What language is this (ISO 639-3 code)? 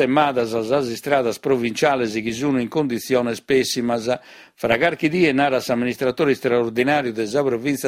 srd